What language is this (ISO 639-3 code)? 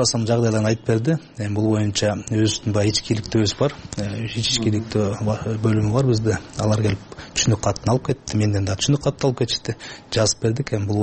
kir